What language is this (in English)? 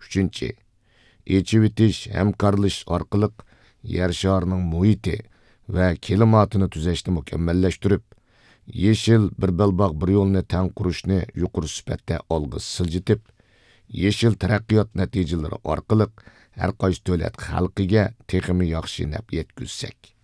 Uyghur